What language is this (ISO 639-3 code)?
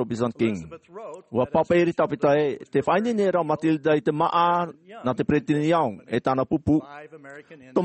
tah